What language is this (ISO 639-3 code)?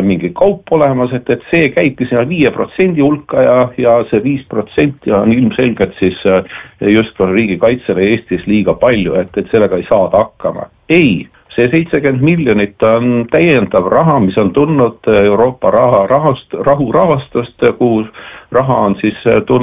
est